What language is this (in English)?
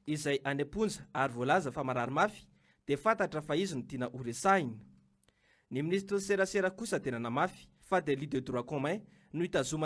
Malagasy